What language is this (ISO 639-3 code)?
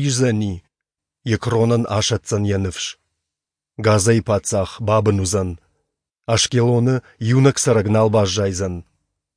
oss